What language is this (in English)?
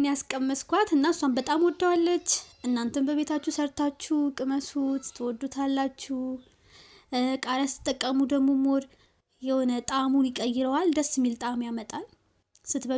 Amharic